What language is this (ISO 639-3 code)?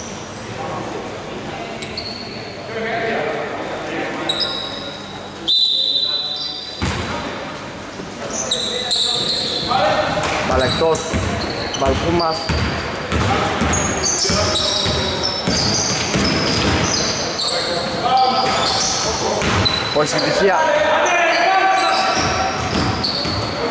ell